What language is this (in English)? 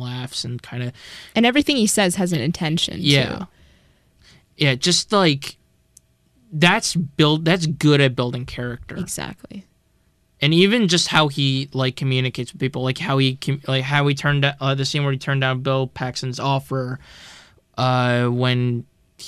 English